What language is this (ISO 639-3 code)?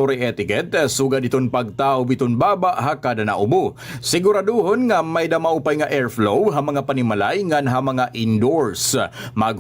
war